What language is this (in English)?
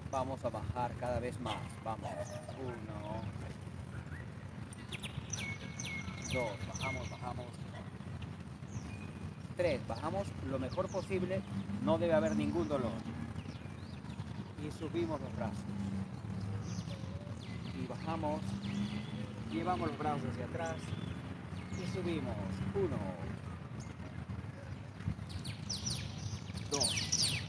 Spanish